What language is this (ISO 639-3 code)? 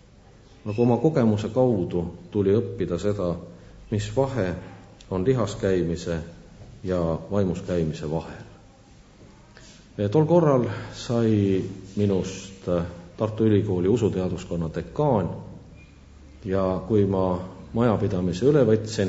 est